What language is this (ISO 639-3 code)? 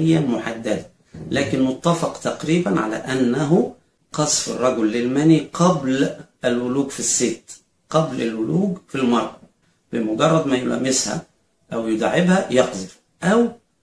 arz